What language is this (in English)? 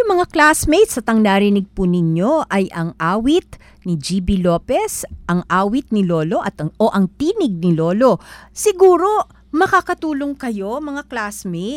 Filipino